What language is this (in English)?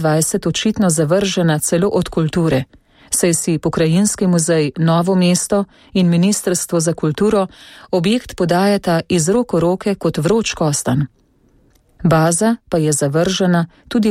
Slovenian